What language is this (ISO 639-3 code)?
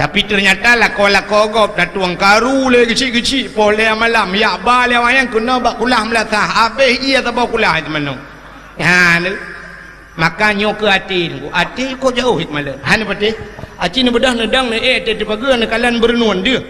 ace